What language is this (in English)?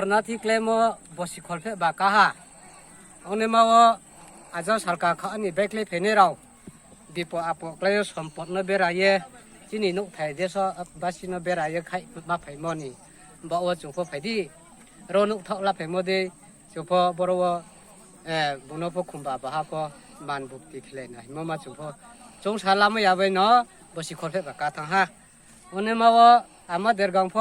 Riang (India)